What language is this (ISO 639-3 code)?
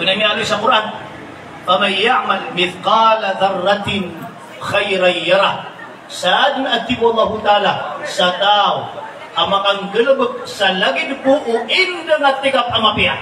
mrw